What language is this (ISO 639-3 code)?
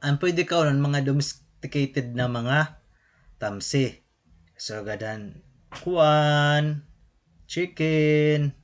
war